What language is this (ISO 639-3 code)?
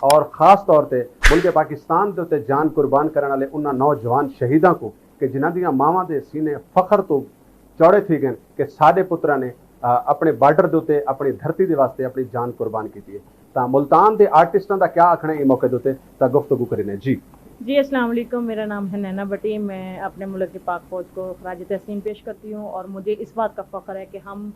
skr